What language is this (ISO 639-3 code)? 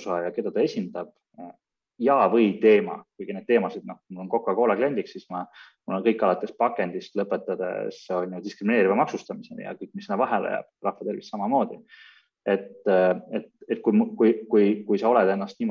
est